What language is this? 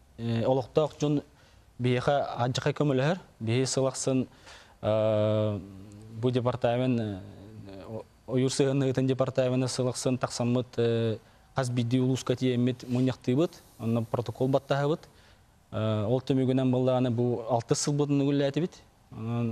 Yakut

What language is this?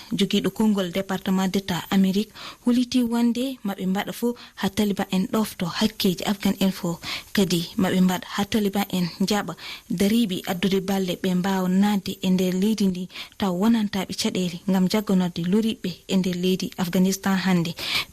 Fula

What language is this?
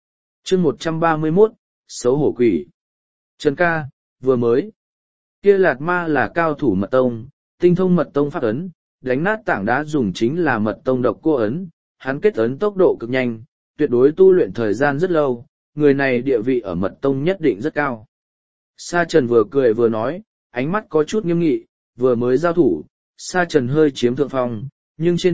Vietnamese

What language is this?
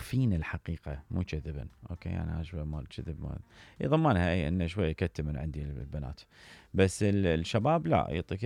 Mesopotamian Arabic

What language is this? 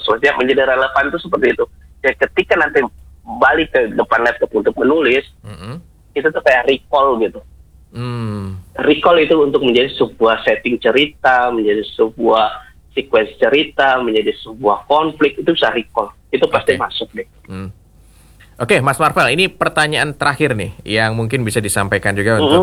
Indonesian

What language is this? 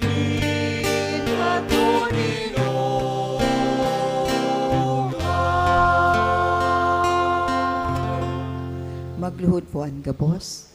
Bikol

